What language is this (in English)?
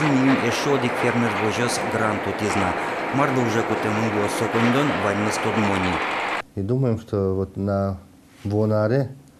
Udmurt